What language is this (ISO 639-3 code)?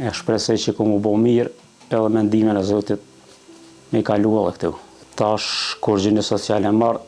sqi